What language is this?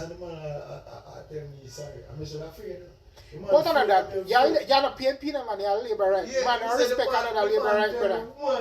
Jamaican Creole English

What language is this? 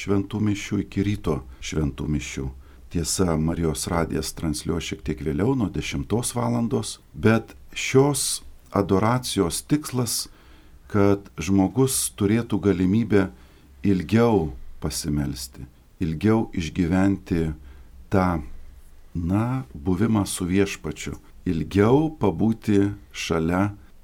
Lithuanian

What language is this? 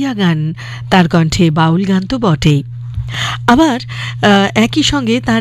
Bangla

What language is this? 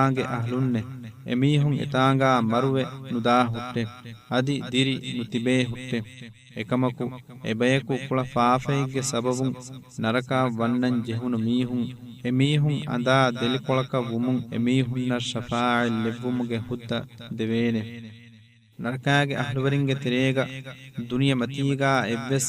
Divehi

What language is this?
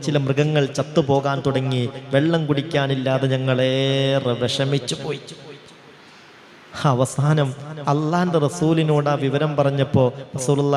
Malayalam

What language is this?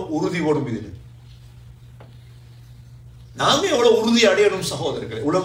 Tamil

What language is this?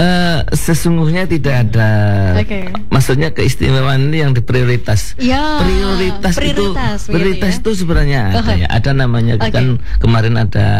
Indonesian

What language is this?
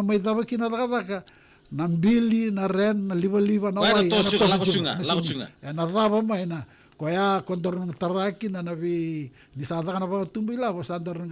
Fijian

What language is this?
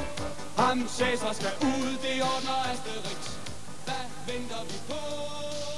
Danish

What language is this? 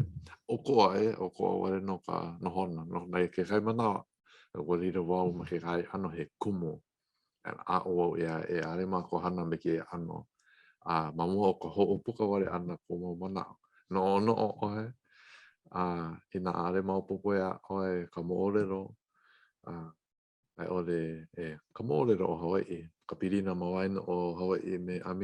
Hawaiian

